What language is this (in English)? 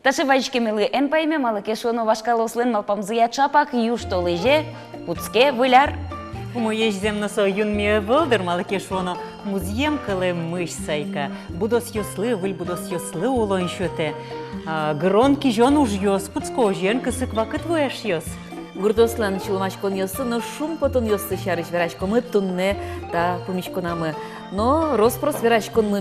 Udmurt